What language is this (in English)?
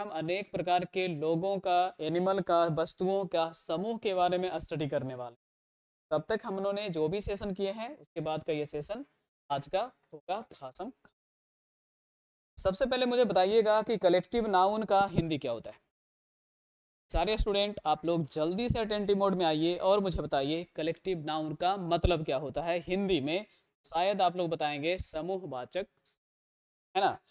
Hindi